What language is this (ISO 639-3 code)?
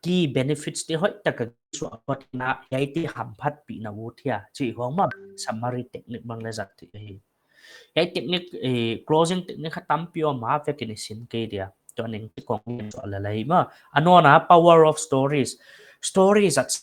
pck